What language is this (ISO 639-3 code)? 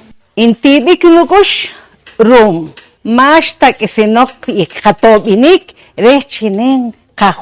poh